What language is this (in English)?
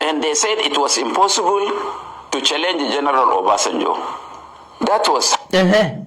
Yoruba